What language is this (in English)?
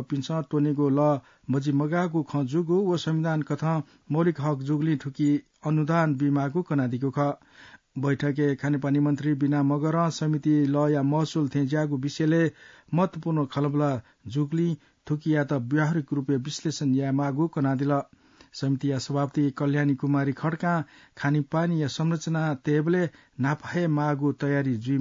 Newari